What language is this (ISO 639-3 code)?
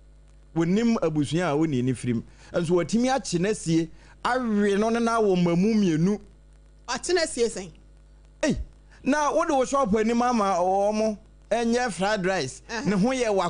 aka